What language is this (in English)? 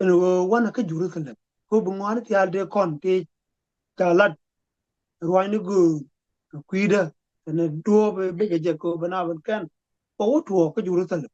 Nuer